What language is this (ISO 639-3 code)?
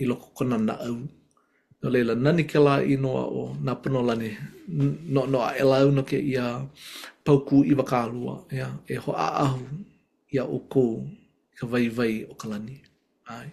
haw